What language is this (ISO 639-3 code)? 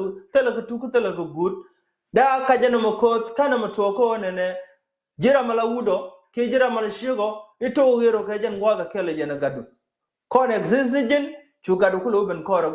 nus